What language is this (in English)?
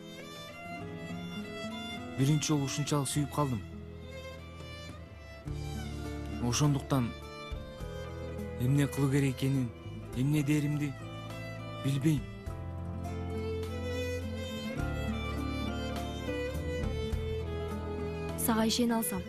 Kyrgyz